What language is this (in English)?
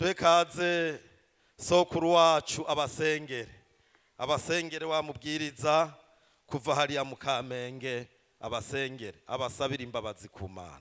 Rundi